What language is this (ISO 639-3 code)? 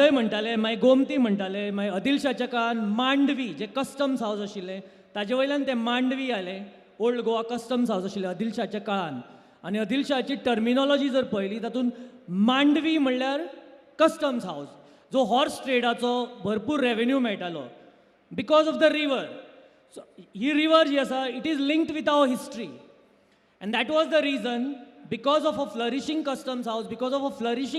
kok